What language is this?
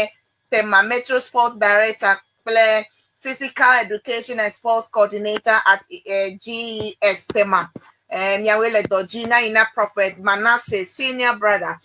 Ewe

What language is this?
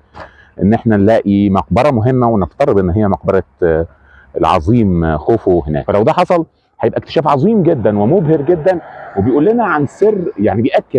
Egyptian Arabic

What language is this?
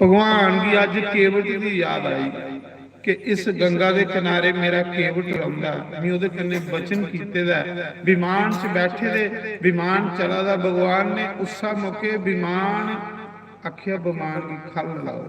Dogri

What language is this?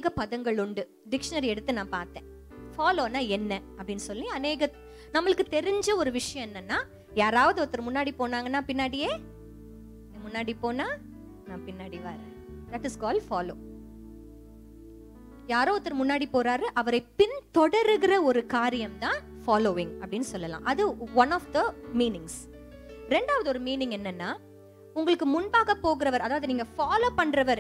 Tamil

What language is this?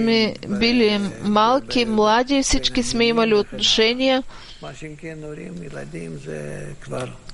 Bulgarian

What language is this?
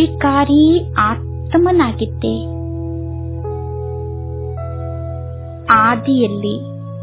Kannada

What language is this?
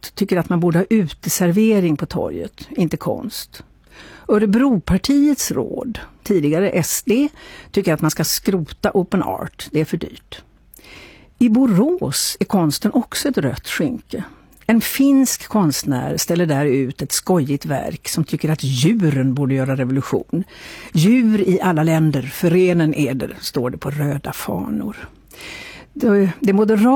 Swedish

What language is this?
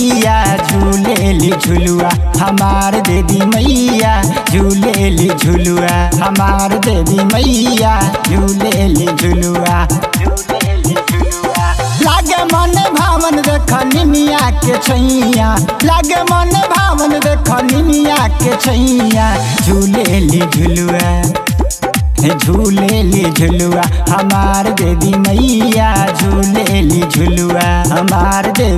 Bhojpuri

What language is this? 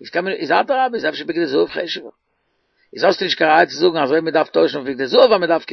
Yiddish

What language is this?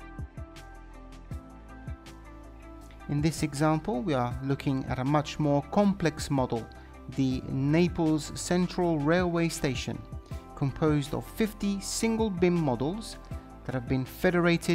English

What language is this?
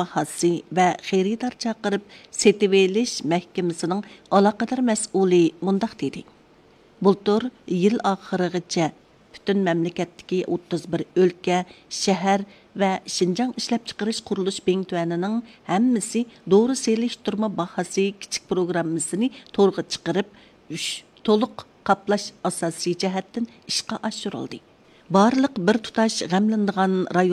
Uyghur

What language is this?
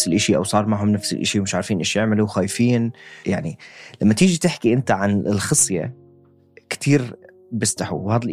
North Levantine Arabic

